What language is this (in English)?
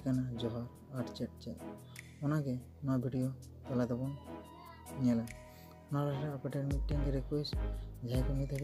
Santali